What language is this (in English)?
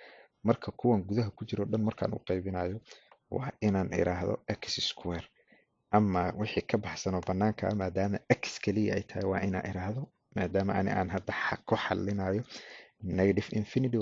Somali